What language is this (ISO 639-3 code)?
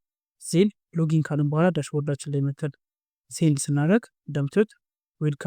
amh